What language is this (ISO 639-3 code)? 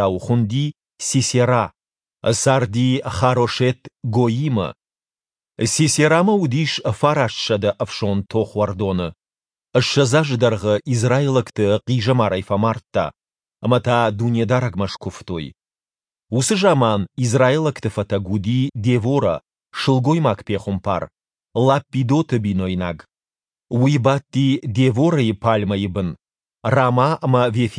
oss